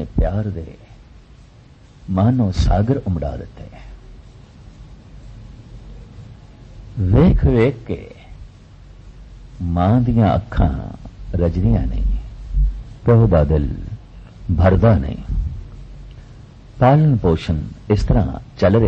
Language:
Punjabi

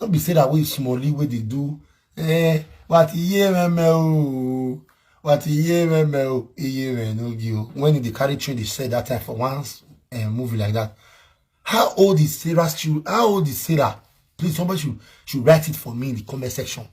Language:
Nigerian Pidgin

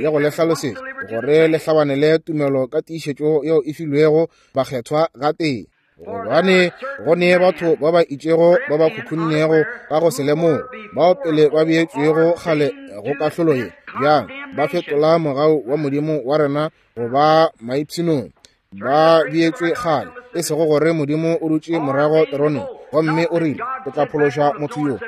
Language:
Northern Sotho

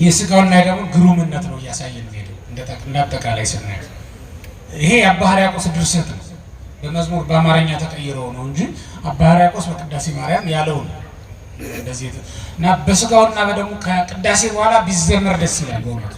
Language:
Amharic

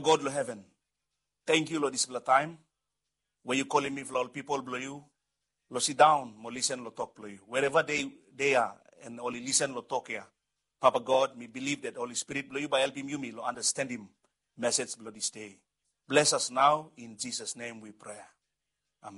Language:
Bislama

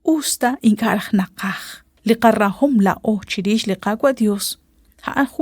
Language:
Kekchí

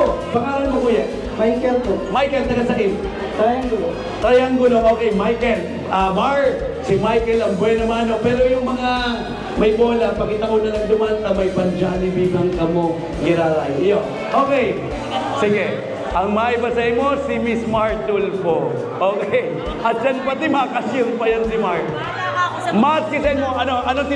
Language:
Bikol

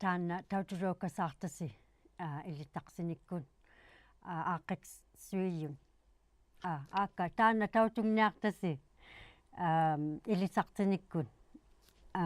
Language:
Inuktitut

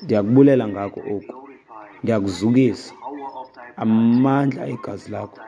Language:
Xhosa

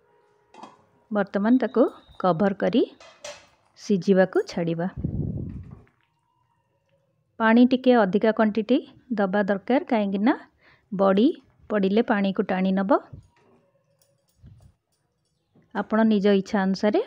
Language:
Odia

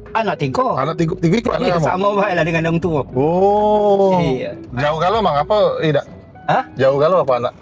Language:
Musi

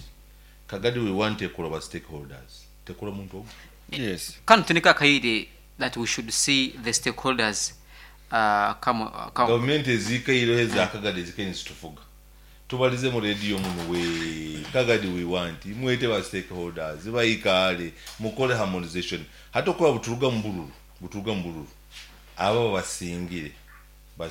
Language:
Nyankole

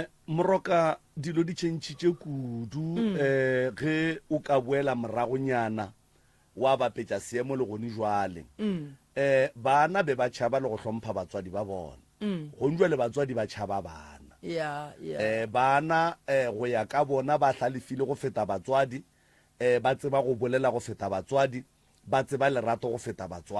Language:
Northern Sotho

